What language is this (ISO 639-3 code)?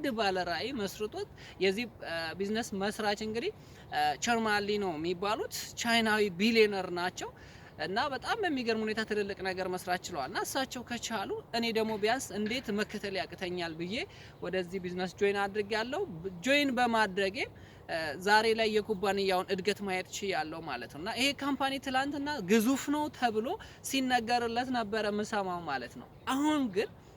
amh